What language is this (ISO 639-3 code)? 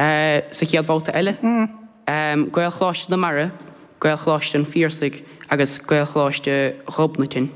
gle